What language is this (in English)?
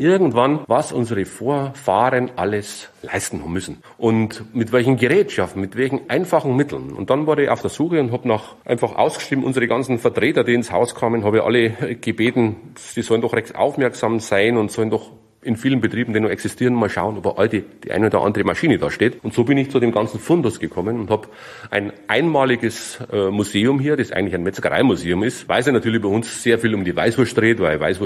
German